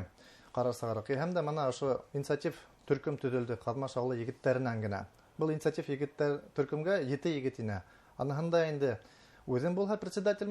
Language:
Bashkir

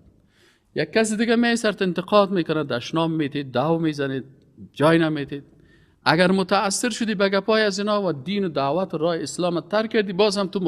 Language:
Persian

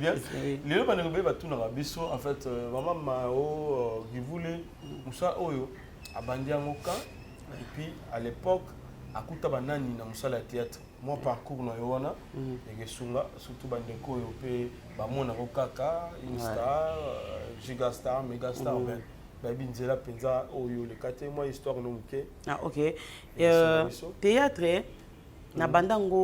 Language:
Lingala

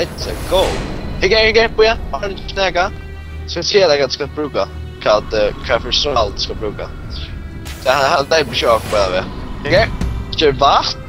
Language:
Faroese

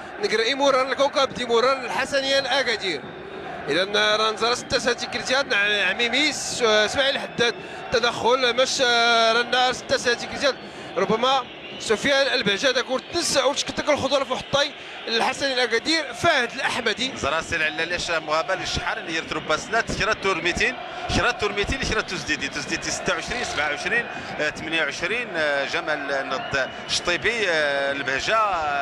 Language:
Moroccan Arabic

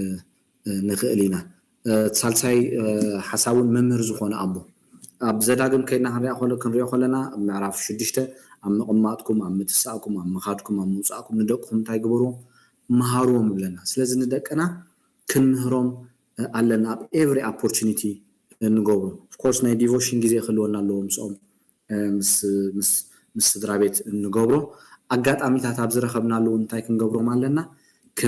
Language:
Tigrinya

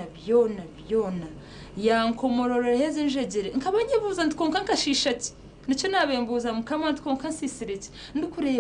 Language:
Nyankole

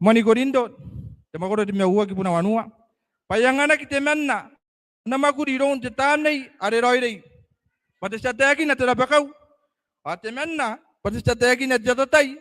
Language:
Gilbertese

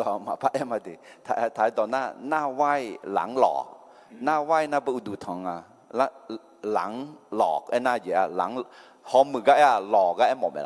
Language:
Akha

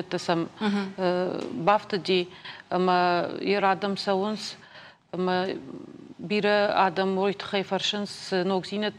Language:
Ossetic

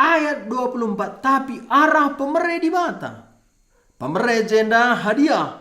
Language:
Batak Karo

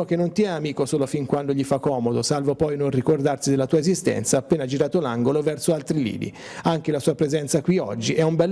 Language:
Italian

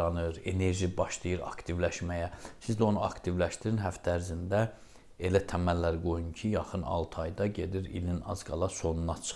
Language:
Azerbaijani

